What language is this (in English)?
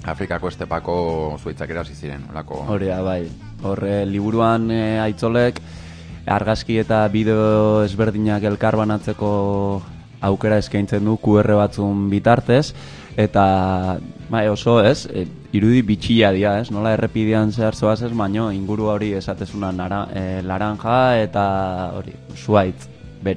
Basque